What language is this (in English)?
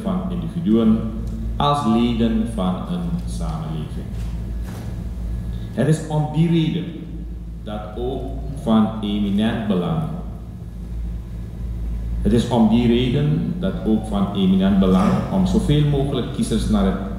Dutch